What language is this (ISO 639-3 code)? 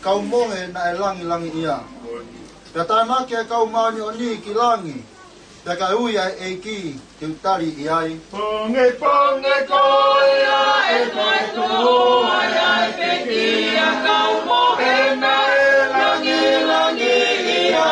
ton